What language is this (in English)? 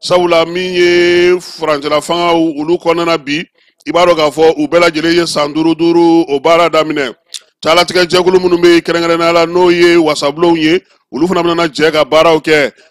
Bambara